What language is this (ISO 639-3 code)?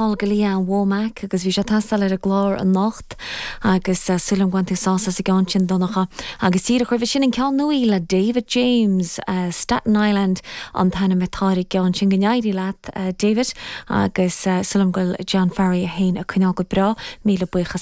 gle